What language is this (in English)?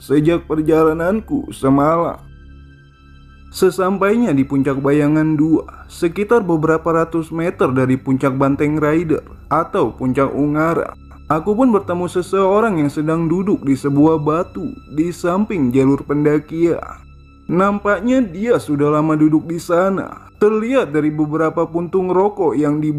Indonesian